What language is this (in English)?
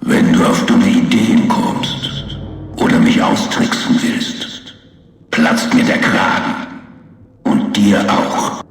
Bavarian